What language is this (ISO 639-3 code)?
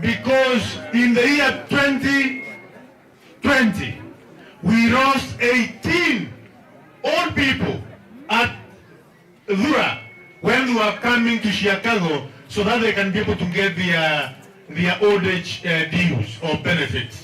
kam